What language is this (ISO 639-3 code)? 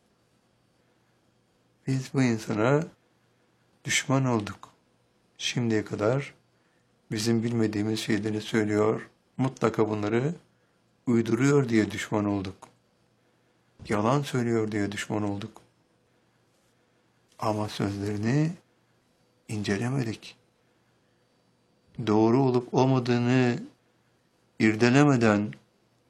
tur